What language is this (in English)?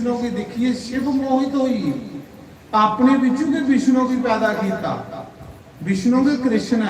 Dogri